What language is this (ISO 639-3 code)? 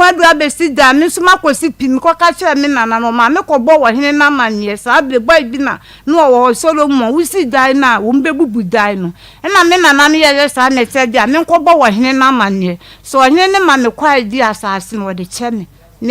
aka